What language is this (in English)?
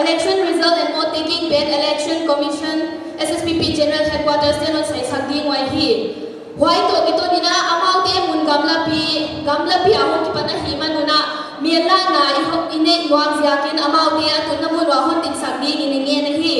Paite Chin